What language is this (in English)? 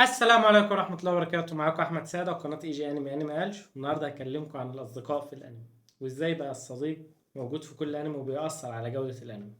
Egyptian Arabic